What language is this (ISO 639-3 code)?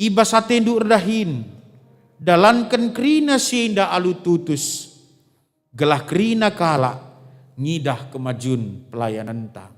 btx